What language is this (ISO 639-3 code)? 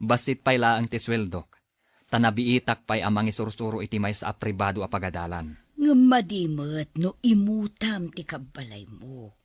ilo